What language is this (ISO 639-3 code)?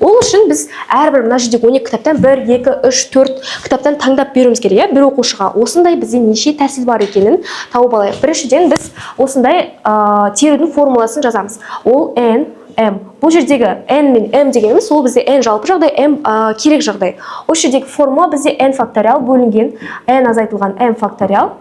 kaz